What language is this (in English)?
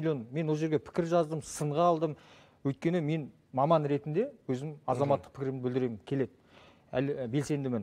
Kazakh